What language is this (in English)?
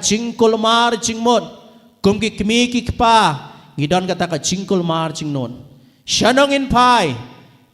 Khasi